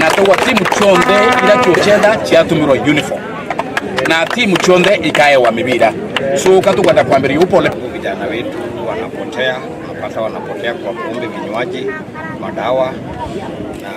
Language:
Meru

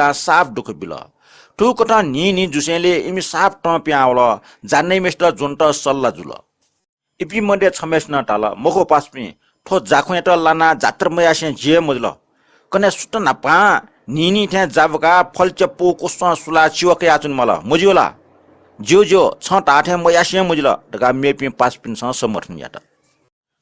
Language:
Newari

